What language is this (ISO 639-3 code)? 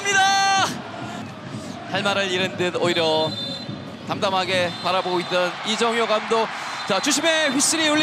kor